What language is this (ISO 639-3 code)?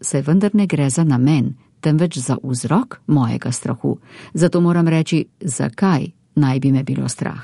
slv